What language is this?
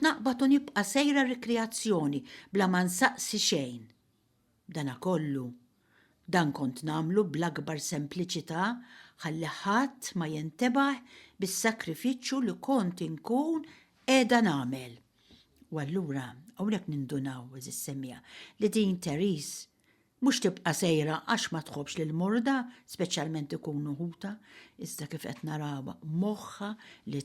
Maltese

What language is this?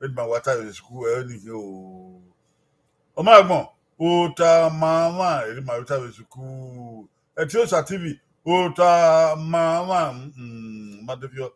Bini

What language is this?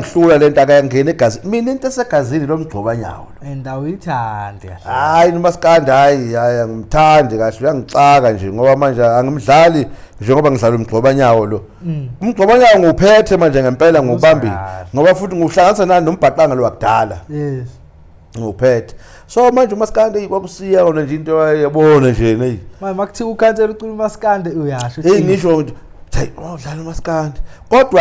Zulu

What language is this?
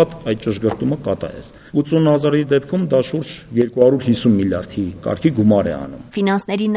Armenian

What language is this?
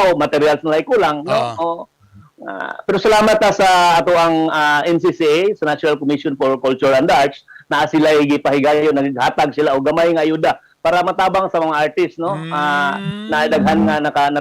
Cebuano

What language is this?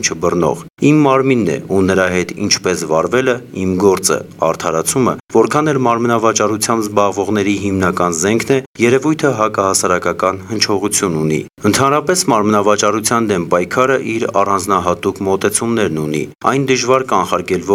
Armenian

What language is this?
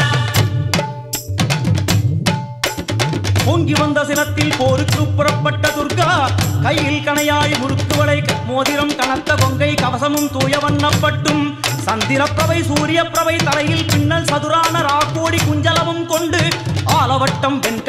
Tamil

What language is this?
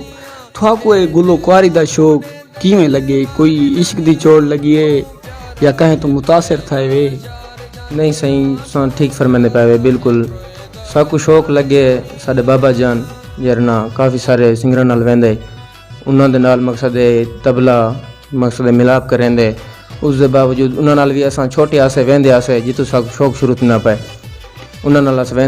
Saraiki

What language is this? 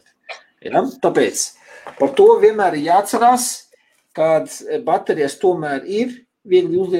Latvian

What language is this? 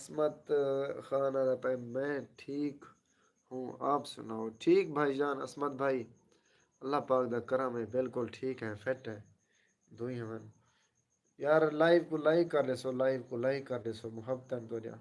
Saraiki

